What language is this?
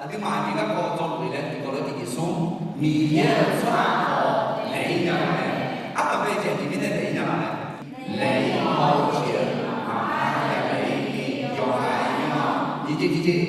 Akha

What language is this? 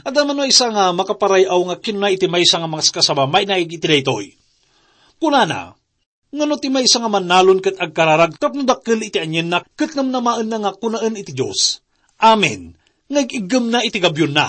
Iloko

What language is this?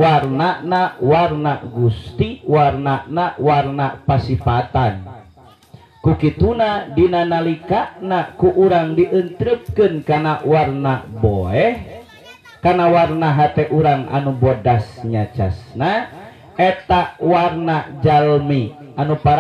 Sundanese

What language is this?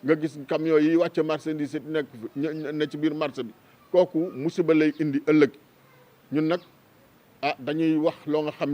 Wolof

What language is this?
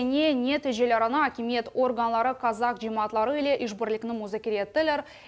Crimean Tatar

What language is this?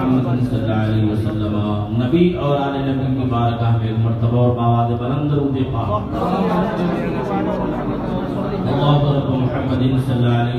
Urdu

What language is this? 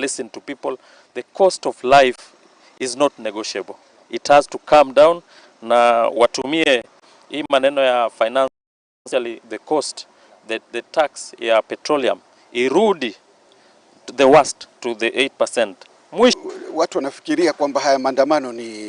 Kikuyu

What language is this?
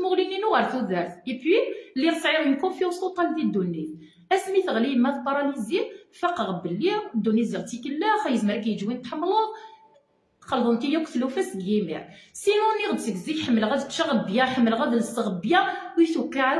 Kabyle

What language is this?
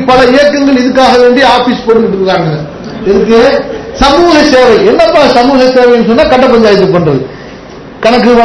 Tamil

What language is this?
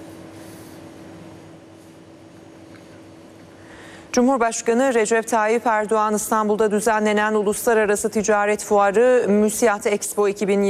Turkish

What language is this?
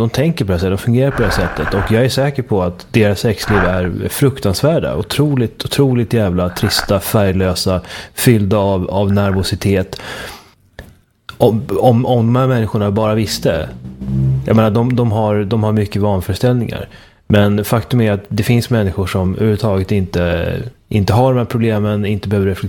Swedish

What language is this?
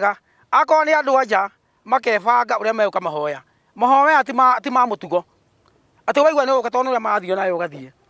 Kikuyu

